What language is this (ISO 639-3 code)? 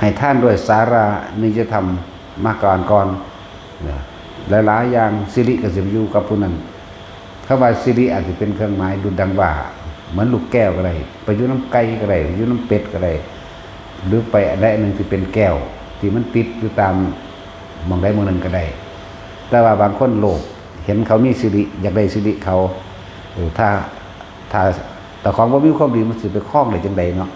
lao